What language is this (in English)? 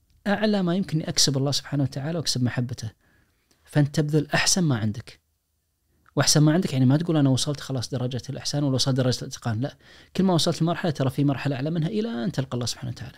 Najdi Arabic